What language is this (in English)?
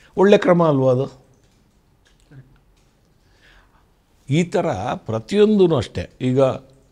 Kannada